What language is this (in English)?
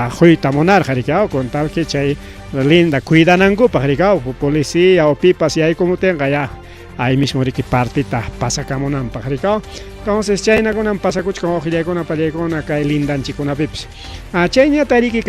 Ayacucho Quechua